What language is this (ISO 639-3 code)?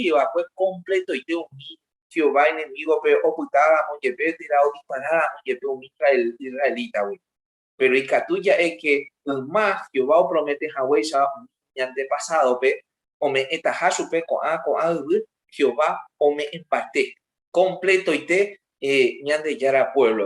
grn